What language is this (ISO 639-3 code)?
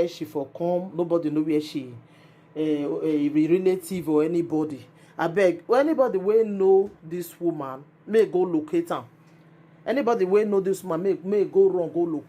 pcm